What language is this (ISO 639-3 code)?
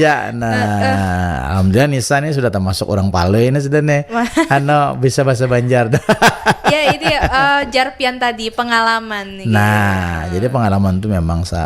bjn